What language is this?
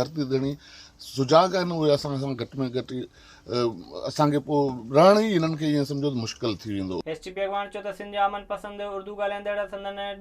Sindhi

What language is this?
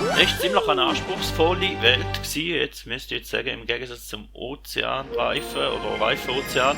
Swiss German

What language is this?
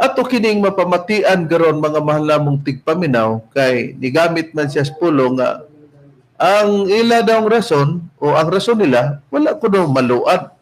Cebuano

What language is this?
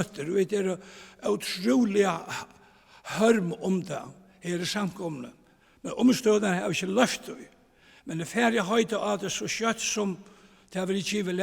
Faroese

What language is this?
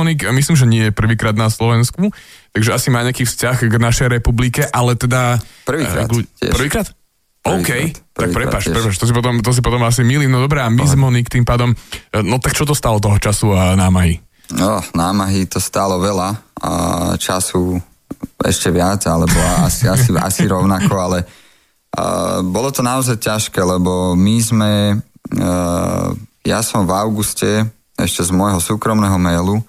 Slovak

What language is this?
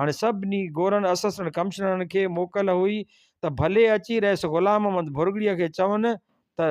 Sindhi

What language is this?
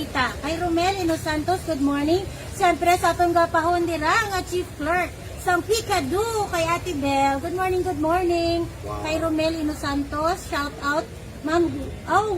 Hiligaynon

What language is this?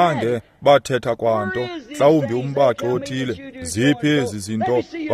Xhosa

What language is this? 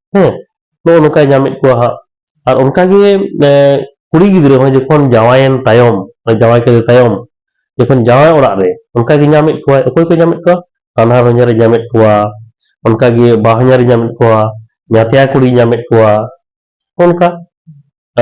Santali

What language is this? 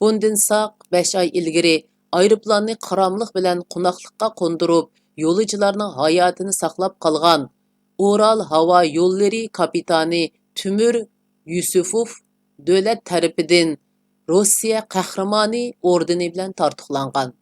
Uyghur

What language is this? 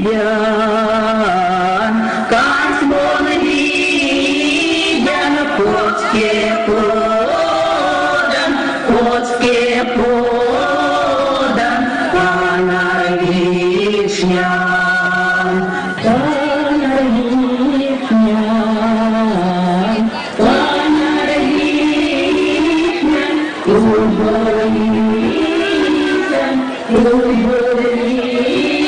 Erzya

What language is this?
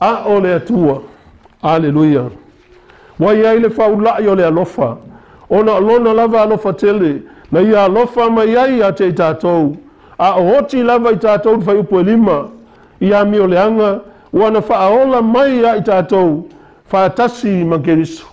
Samoan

